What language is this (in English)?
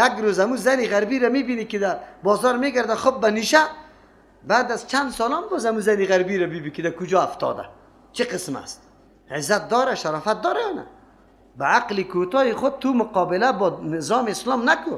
Persian